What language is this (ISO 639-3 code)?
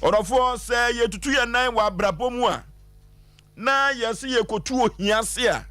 aka